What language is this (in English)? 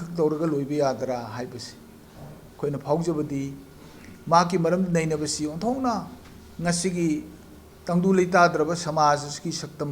Manipuri